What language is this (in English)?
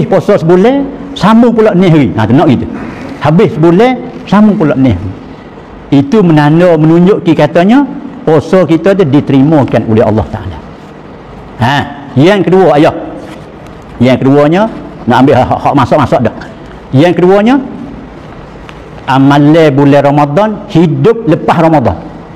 Malay